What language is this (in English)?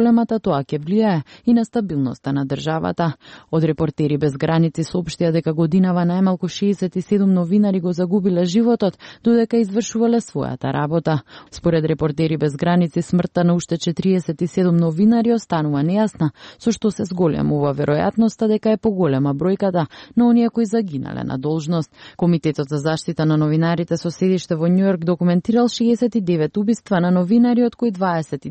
Macedonian